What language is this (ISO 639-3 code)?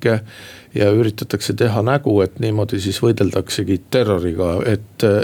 est